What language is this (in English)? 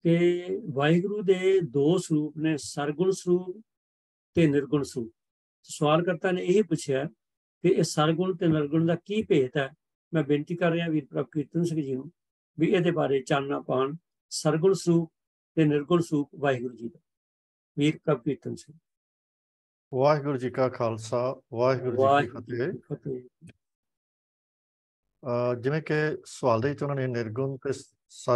Punjabi